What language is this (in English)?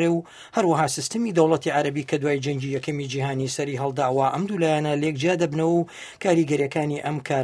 Central Kurdish